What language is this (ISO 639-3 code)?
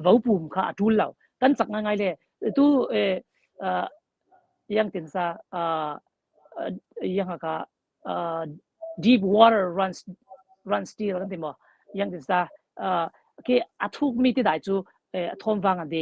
cfm